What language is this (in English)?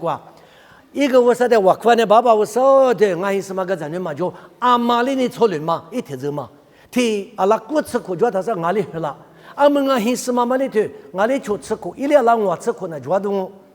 Lisu